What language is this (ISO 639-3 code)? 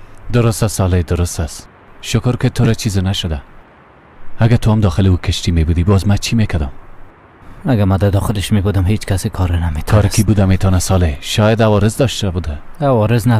fas